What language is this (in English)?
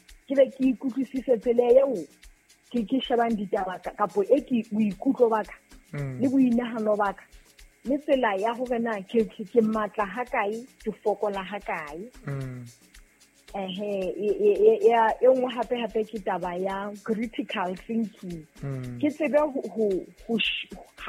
Southern Sotho